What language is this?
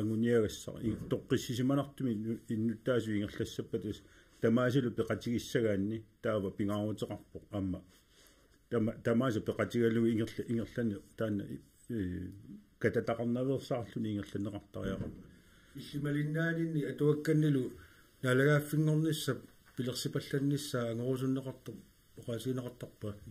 Kalaallisut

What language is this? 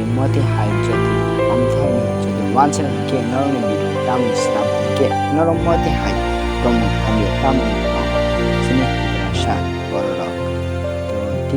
Kok Borok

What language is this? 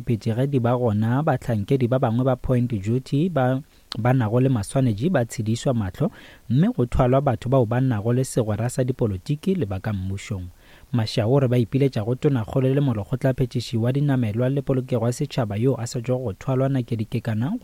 Northern Sotho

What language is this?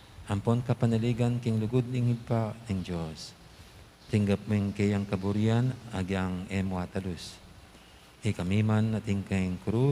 Pampanga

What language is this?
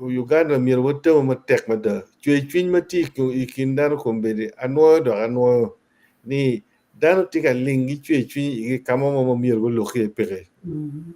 Acoli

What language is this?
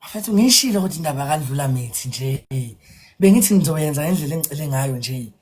Zulu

